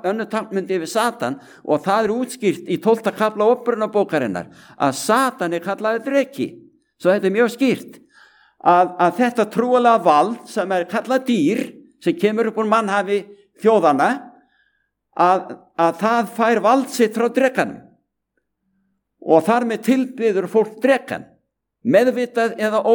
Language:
Icelandic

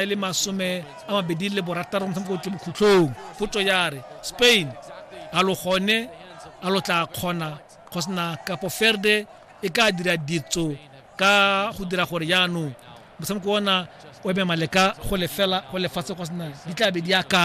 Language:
Tswana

